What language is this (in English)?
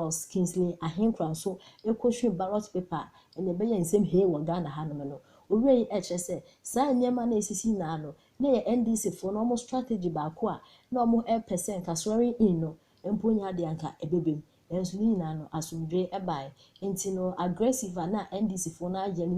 Akan